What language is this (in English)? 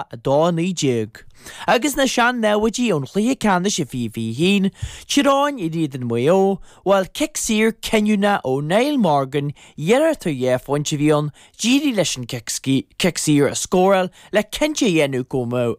Irish